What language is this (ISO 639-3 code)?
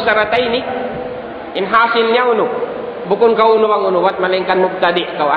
tsg